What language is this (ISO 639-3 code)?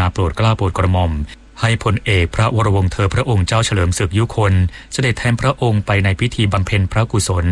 tha